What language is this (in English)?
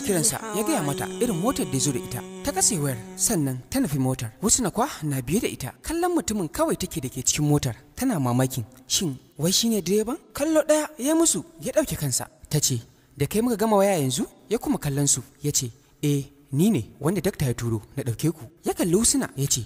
Hausa